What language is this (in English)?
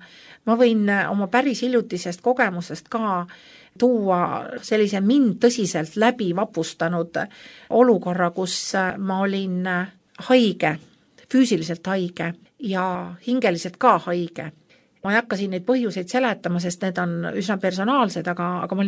Estonian